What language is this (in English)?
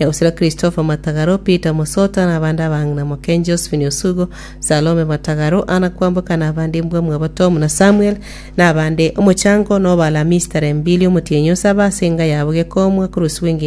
Gusii